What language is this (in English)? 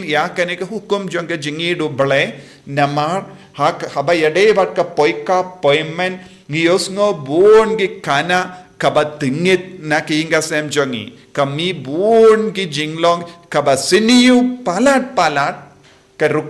Khasi